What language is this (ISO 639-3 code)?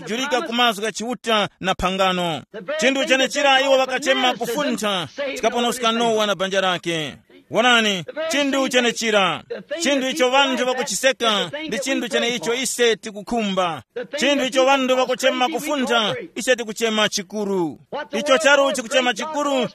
tum